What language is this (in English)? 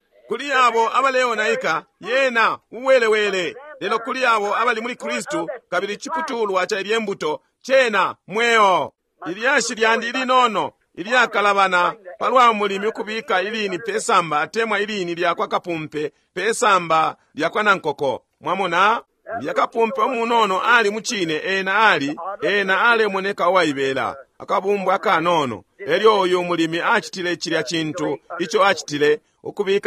Bemba